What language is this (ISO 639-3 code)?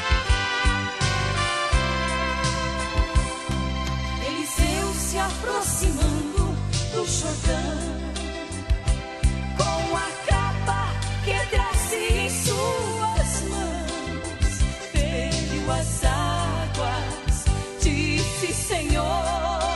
por